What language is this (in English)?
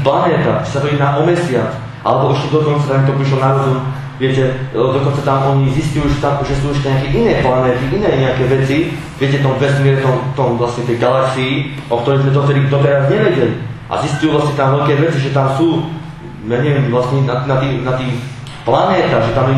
Slovak